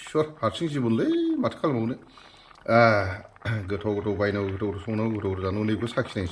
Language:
Bodo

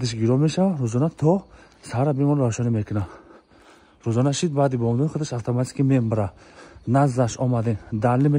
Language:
Tajik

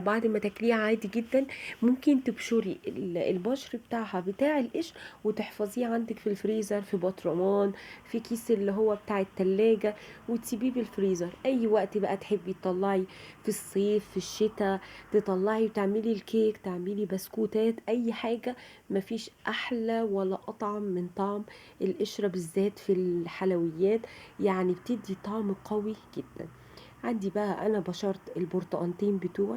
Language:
Egyptian Arabic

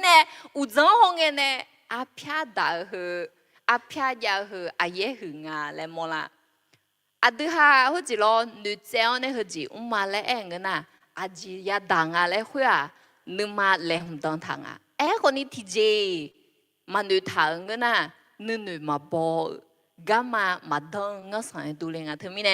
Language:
Akha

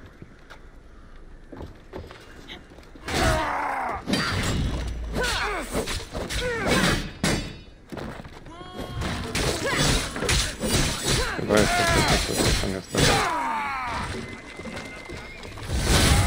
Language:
Polish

